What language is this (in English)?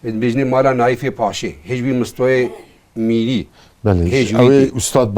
Kurdish